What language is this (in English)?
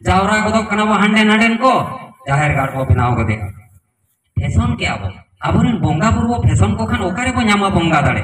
Santali